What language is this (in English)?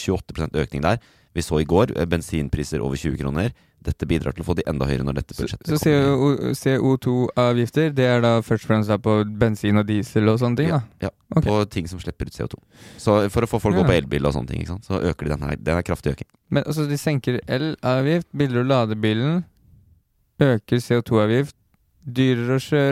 Norwegian